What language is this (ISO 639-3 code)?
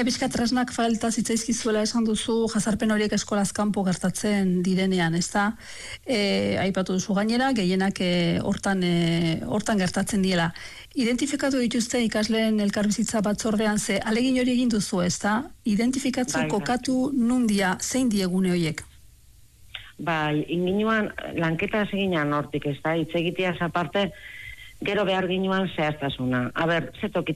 eus